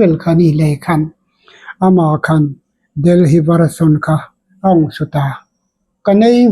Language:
Hmar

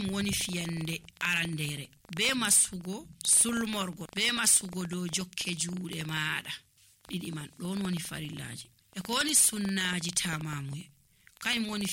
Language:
Nigerian Fulfulde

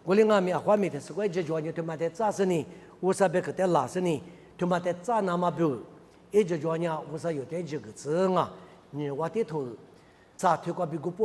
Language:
Lisu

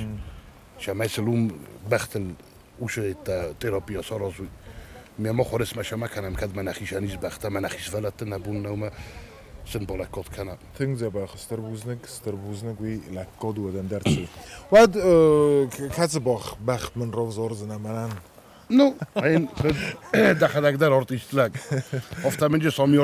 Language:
Ossetic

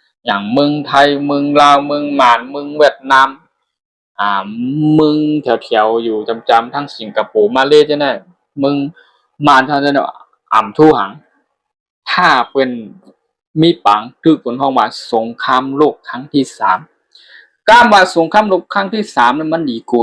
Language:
Shan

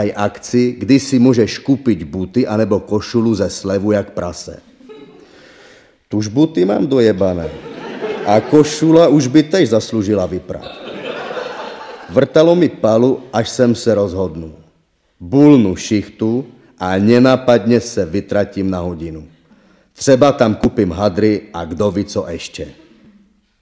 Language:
Czech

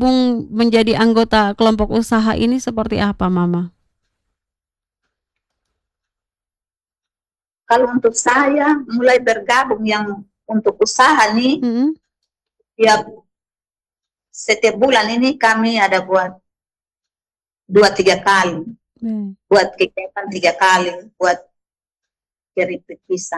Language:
Indonesian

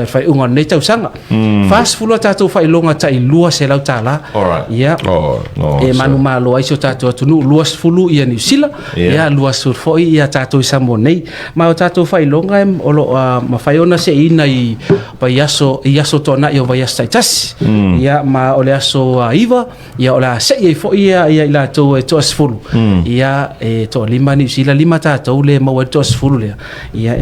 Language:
Samoan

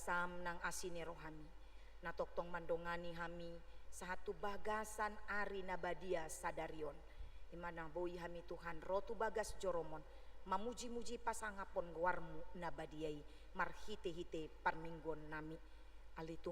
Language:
Batak Toba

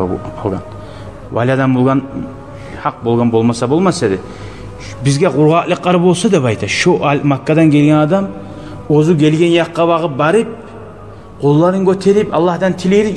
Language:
Kumyk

